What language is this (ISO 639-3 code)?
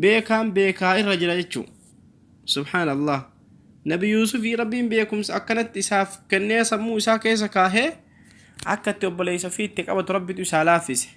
orm